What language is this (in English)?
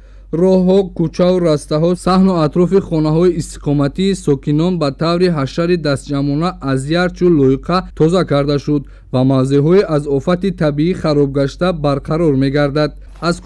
Tajik